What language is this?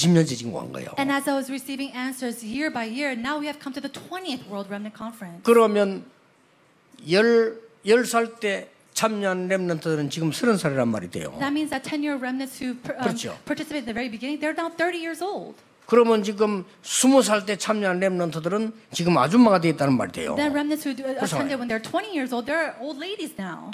Korean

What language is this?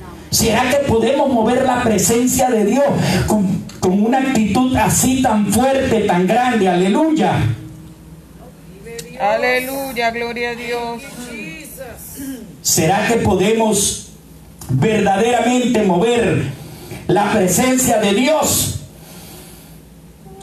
Spanish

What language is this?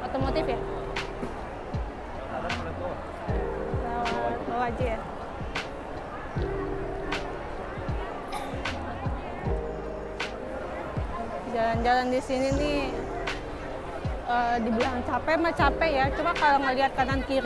Indonesian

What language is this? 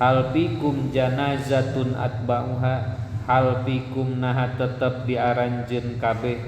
Sundanese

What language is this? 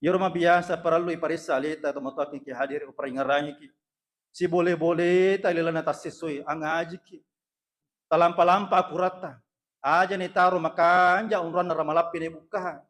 Buginese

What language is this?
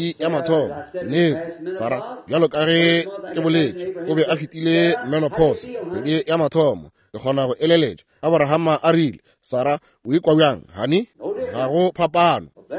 Northern Sotho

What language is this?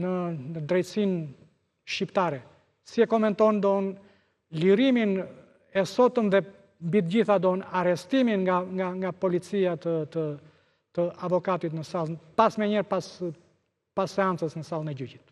Albanian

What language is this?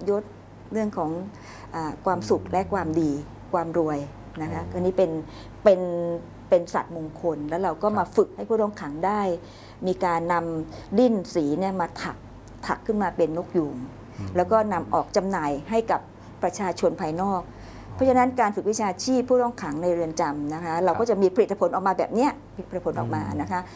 Thai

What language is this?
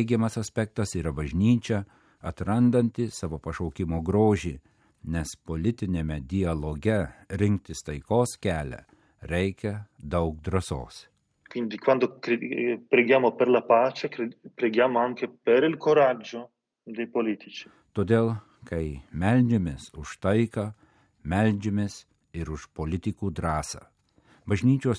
Lithuanian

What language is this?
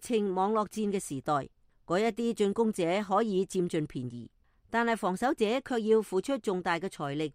Cantonese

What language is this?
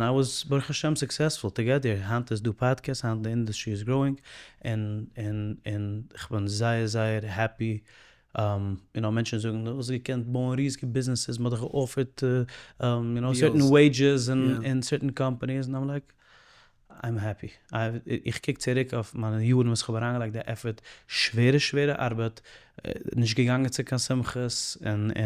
Yiddish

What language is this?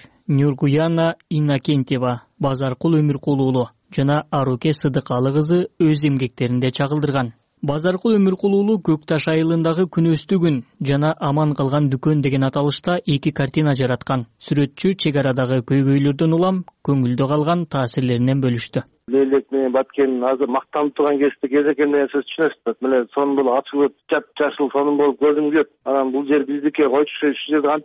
Kyrgyz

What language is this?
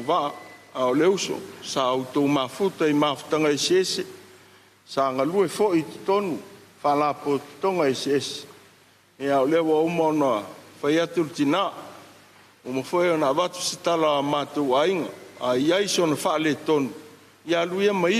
Samoan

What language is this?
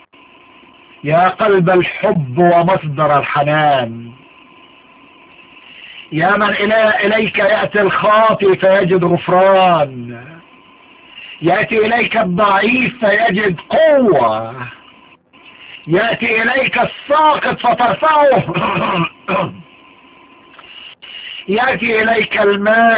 Arabic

